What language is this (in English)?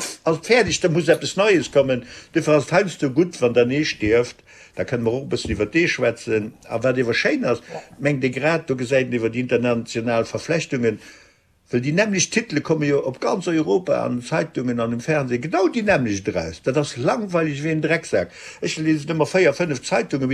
Luxembourgish